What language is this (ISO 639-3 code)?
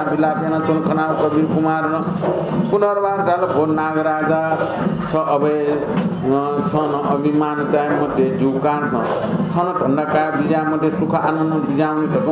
new